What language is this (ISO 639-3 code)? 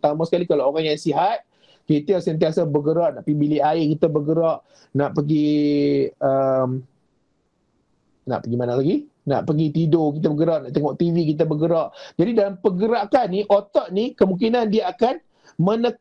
msa